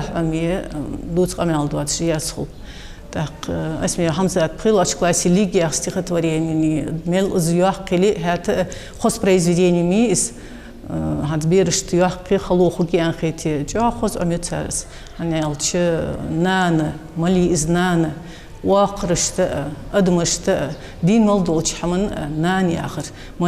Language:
Ingush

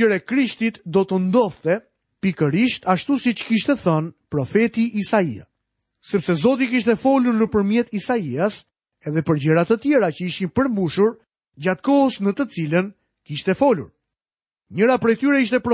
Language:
Albanian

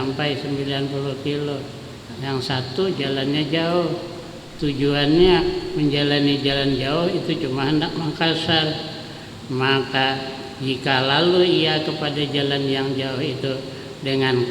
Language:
Banjar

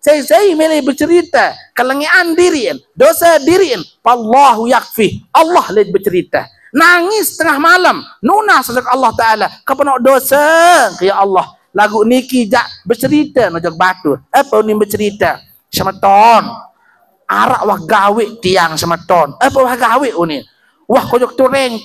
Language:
Sasak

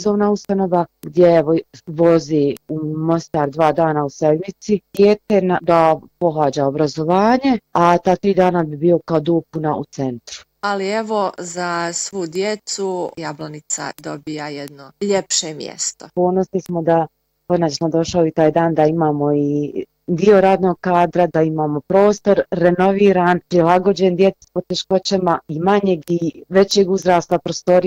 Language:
Bosnian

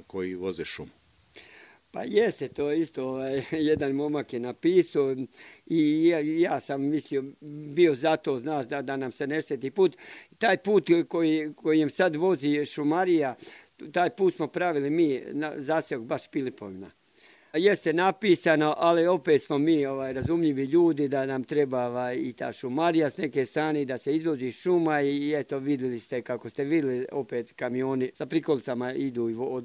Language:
Bosnian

